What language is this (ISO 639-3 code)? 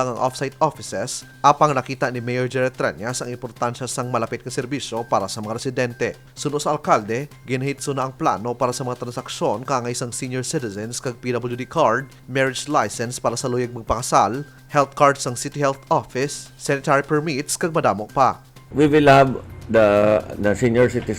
hil